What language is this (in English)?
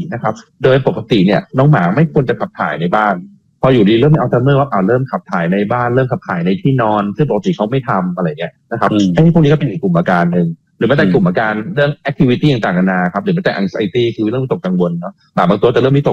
Thai